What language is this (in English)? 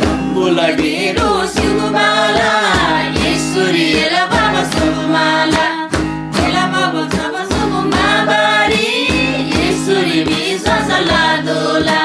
Eastern Tamang